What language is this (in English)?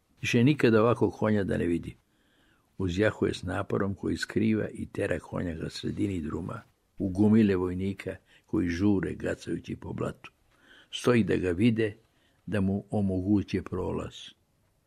Serbian